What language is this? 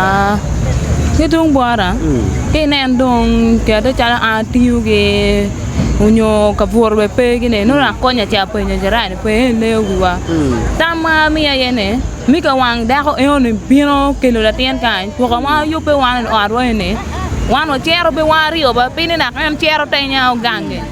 Acoli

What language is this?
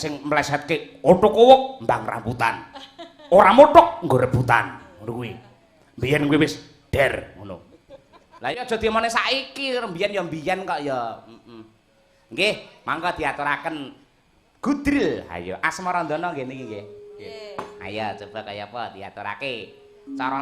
Javanese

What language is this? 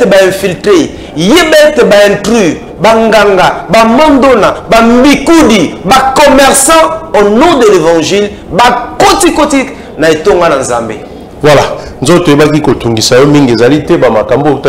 Lingala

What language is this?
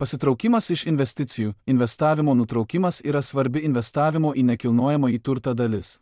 Lithuanian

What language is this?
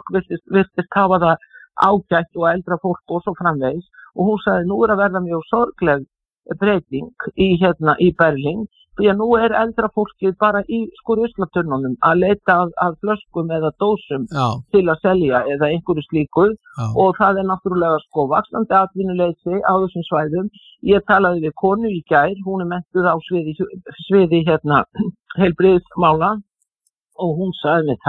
Icelandic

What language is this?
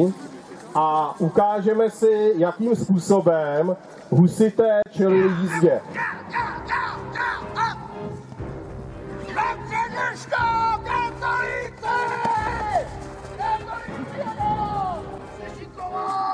Czech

